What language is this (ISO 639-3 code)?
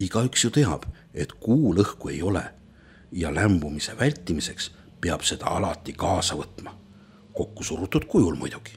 est